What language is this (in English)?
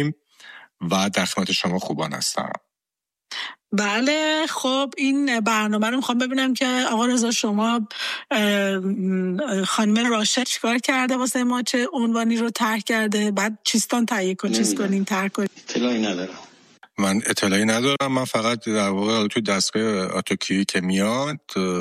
Persian